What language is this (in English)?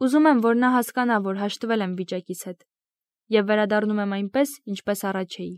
Armenian